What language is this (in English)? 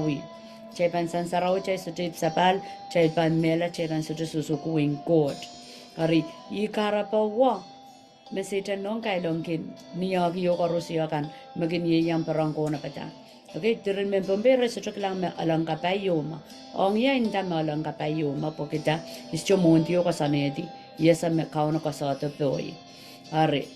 Pohnpeian